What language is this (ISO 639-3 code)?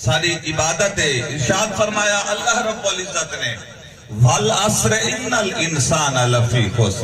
skr